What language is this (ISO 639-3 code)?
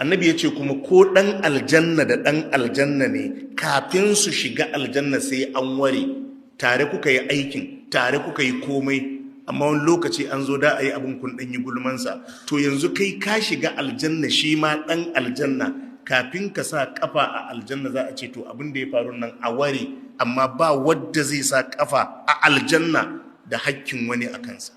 hau